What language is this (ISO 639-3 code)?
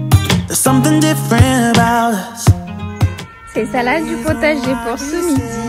fra